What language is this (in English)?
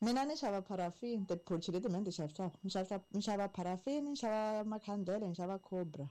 Tsonga